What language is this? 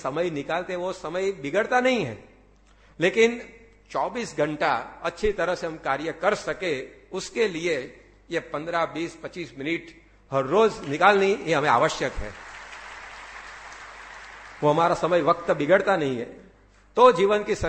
Hindi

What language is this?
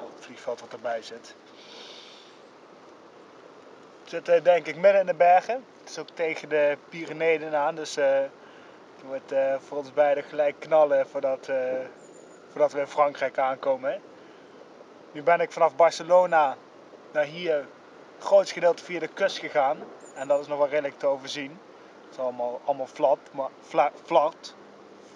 Dutch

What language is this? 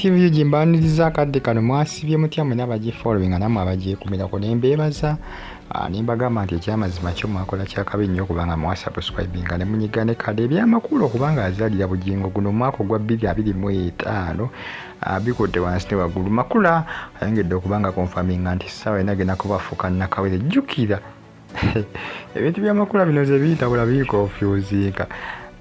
Ganda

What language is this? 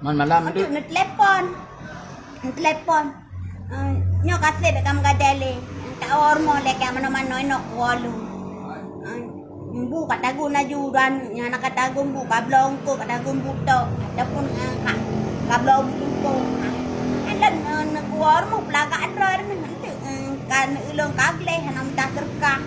Achinese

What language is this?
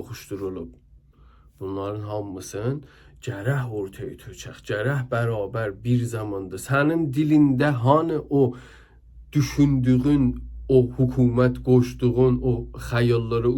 South Azerbaijani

